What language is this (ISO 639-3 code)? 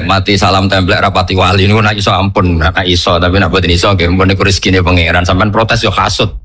jav